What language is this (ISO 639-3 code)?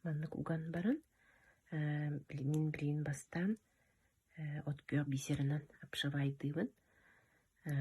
sah